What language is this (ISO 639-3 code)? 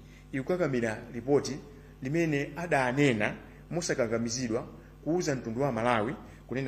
nya